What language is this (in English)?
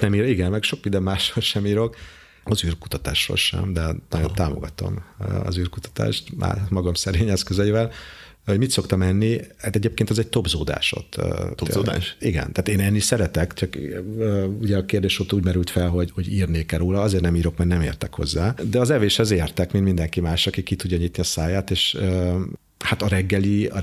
Hungarian